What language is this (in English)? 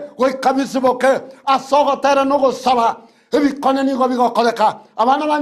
Gusii